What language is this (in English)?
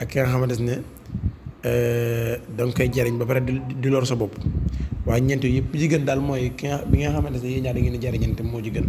Wolof